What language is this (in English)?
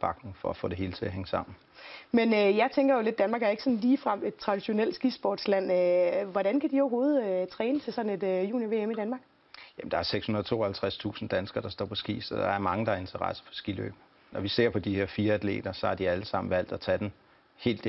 Danish